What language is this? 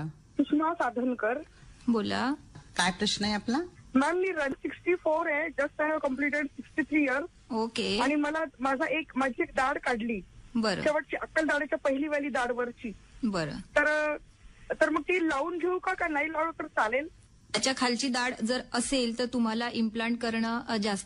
Marathi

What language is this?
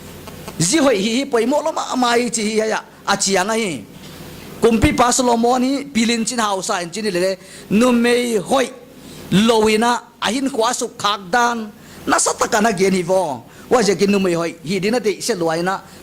Paite Chin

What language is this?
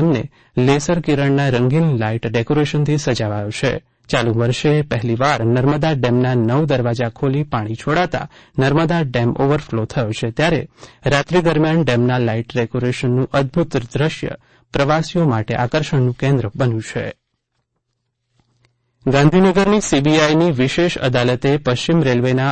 Gujarati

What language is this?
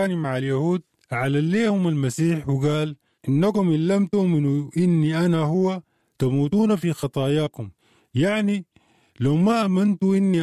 Sudanese Arabic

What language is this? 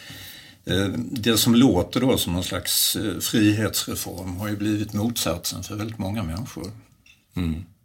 Swedish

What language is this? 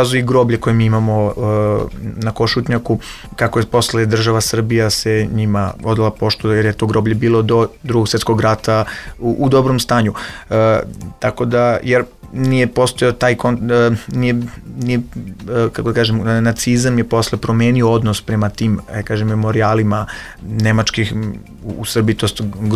Serbian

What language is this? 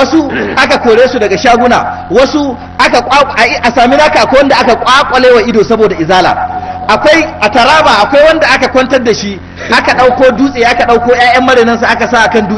Hausa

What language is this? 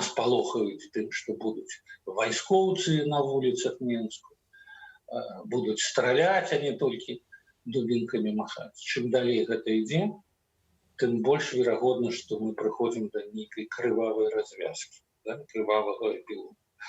Belarusian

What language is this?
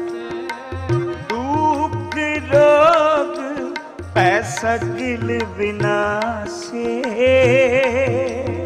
Punjabi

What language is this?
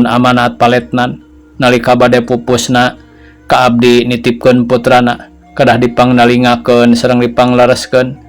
Sundanese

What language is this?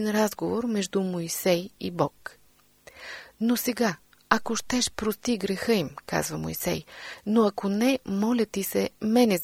Bulgarian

